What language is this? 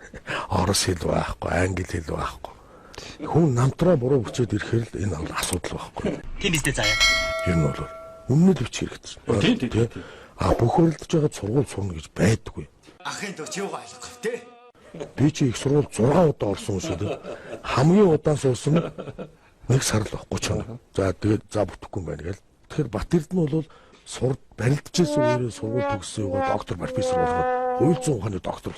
Mongolian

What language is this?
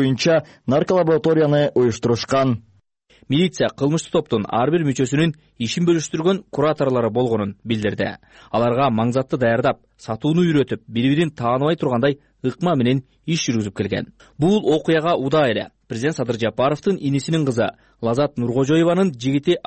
Kyrgyz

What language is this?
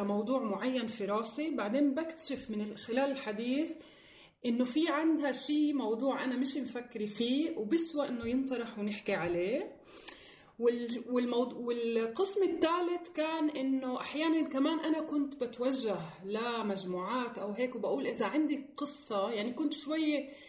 North Levantine Arabic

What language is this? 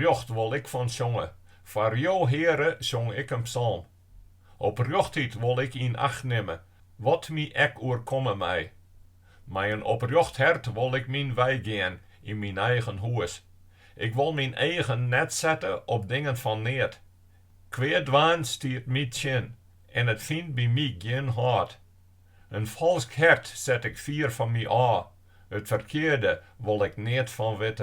Western Frisian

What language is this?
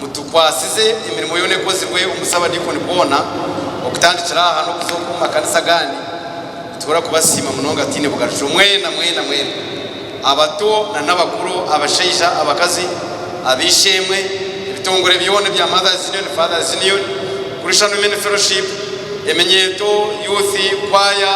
Nyankole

